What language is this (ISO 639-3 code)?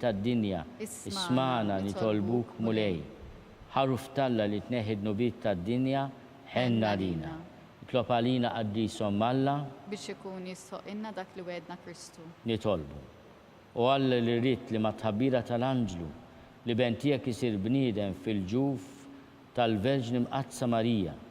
mlt